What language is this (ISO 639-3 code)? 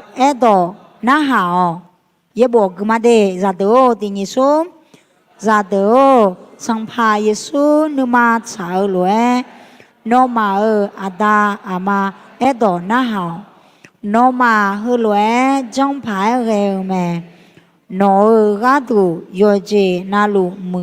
ahk